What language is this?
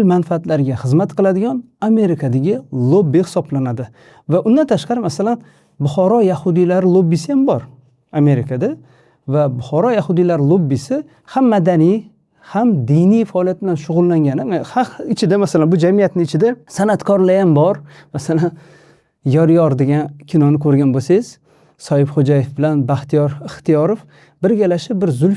Uzbek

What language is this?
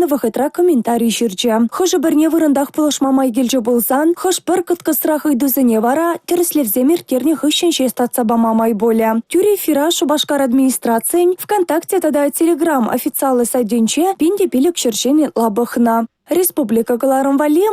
Chuvash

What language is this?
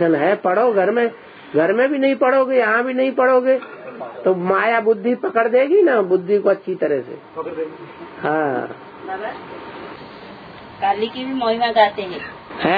Hindi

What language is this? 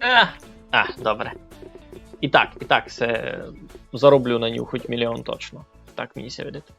Rusyn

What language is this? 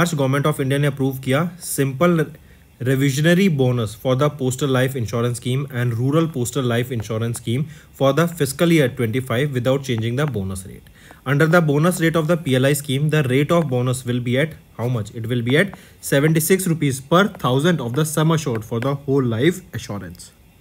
English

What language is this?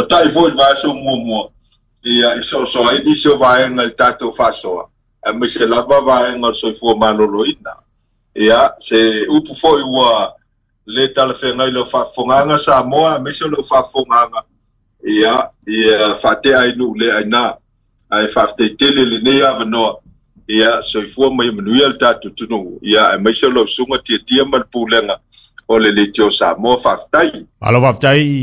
Samoan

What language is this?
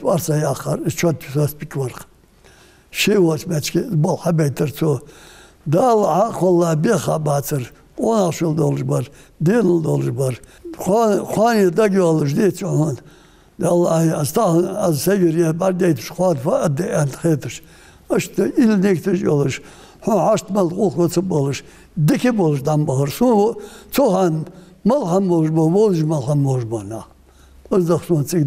Ingush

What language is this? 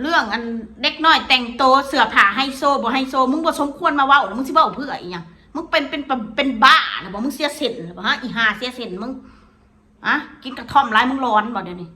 Northeastern Thai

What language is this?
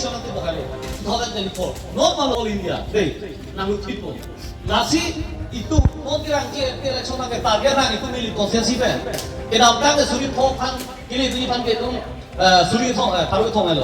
Karbi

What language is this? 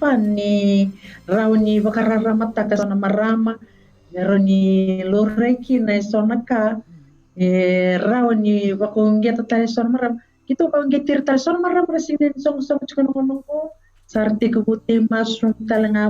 Fijian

